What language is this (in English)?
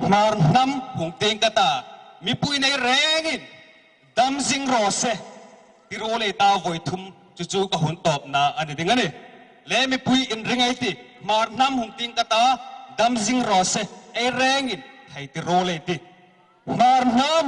Hmar